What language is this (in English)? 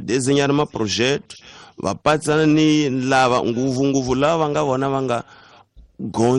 Tsonga